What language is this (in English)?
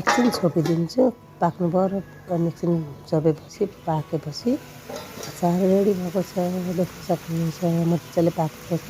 Nepali